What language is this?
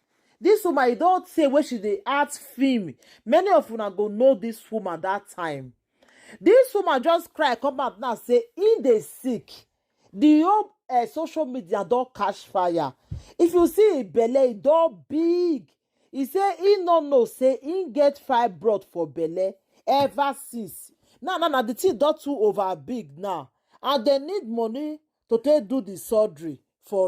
Nigerian Pidgin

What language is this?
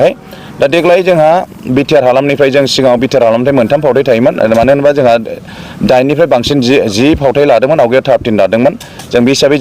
Bodo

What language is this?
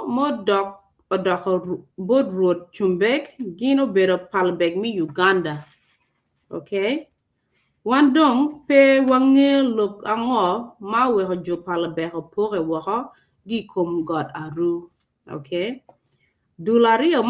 Acoli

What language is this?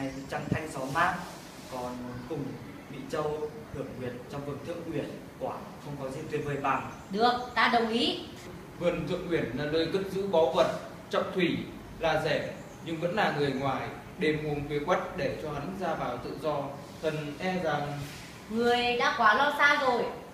Vietnamese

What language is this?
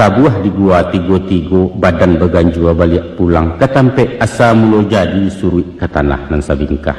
Minangkabau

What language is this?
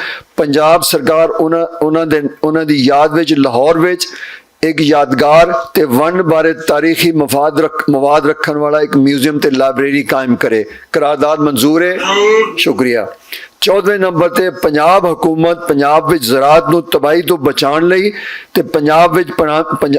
Western Panjabi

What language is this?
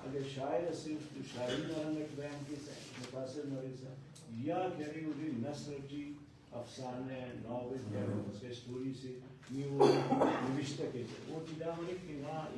Brahui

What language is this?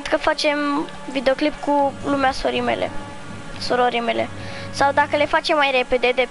Romanian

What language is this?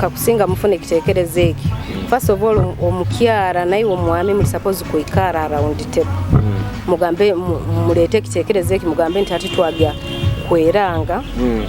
Nyoro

